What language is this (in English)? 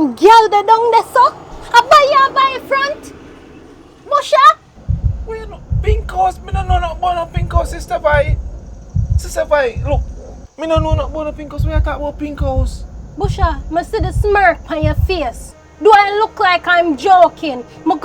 Jamaican Creole English